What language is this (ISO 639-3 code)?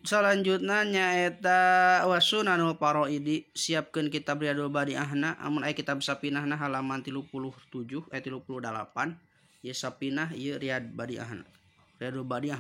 sun